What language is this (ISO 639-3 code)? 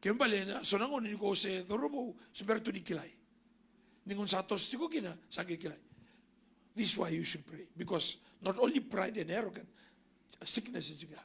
fij